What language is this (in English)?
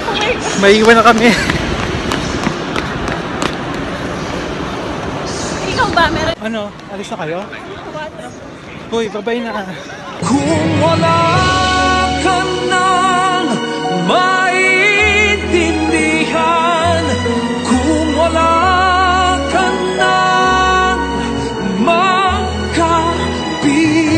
Filipino